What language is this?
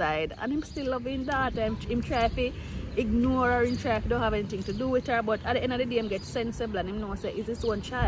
Jamaican Creole English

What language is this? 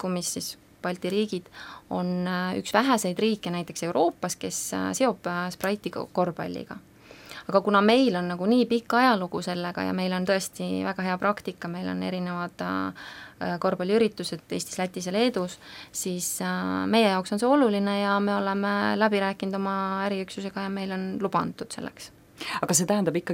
Estonian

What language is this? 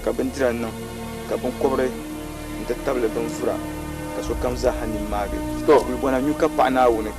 Dagbani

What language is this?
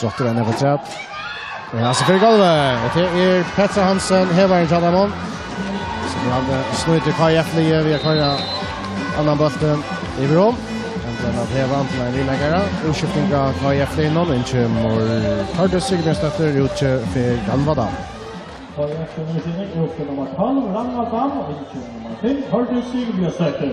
Faroese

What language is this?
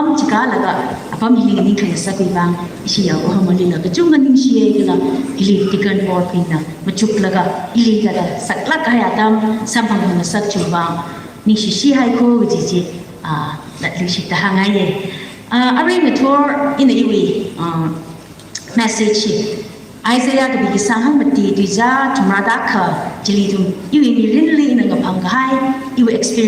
Tangkhul Naga (India)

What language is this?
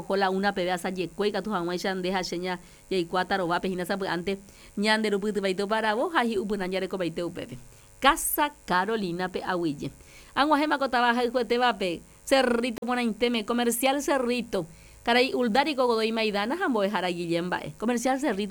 Guarani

